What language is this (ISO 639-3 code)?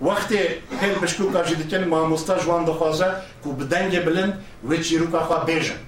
kur